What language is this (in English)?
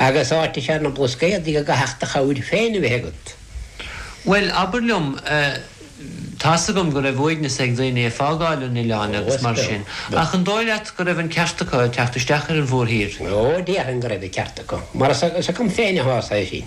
Irish